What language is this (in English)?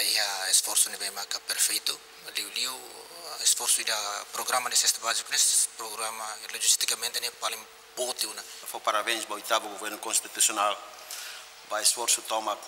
Tetum